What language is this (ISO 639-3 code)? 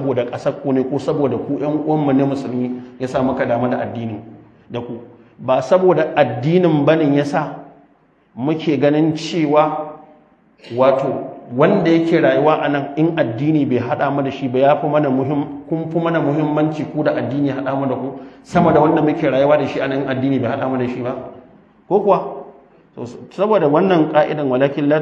hau